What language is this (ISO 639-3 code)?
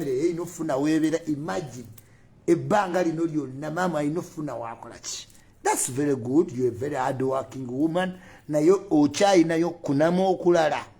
lug